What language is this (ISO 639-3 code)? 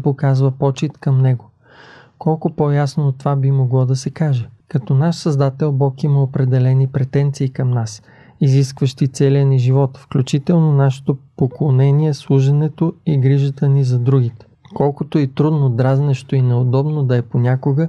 bul